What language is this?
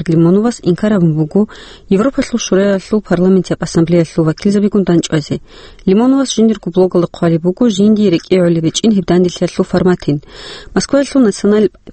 Avaric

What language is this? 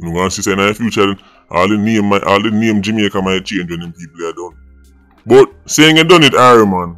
Jamaican Creole English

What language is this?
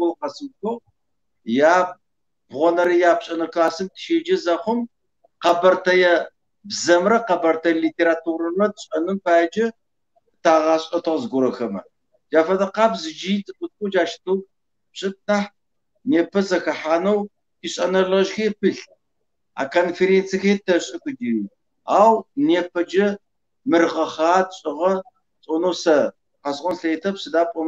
Kabardian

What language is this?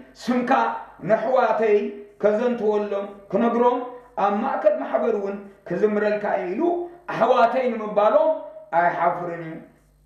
Tigrinya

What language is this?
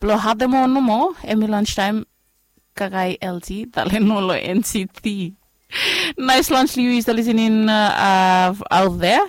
Bislama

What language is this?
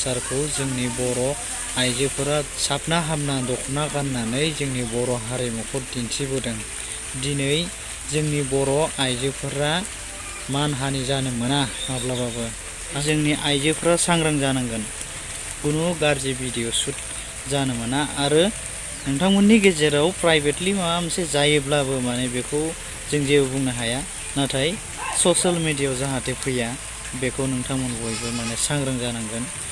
Bodo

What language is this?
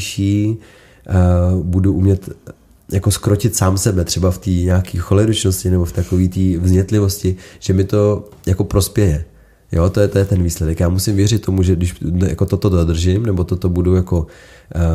Czech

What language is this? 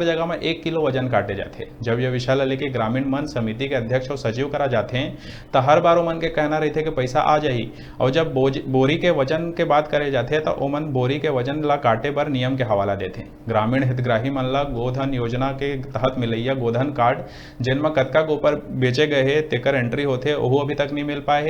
Chhattisgarhi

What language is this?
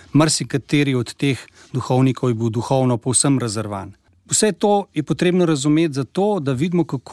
Slovenian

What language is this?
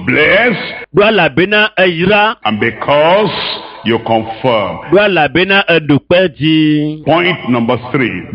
Ewe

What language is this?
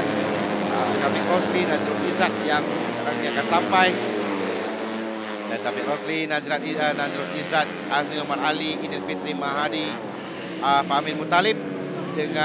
Malay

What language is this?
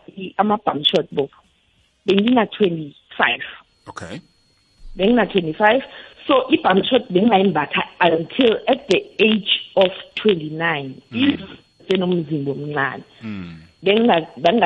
South Ndebele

